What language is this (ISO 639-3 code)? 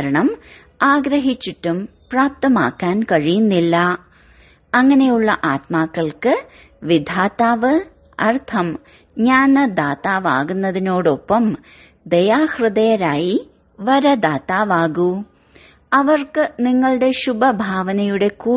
mal